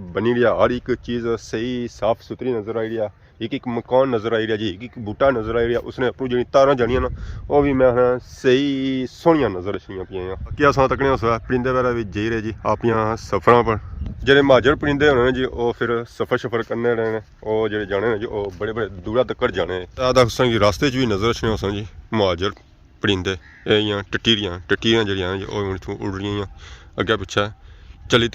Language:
Pahari-Potwari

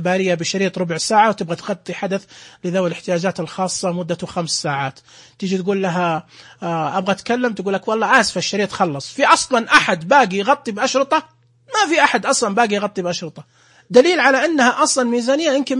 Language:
Najdi Arabic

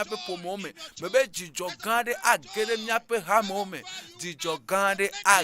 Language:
Ewe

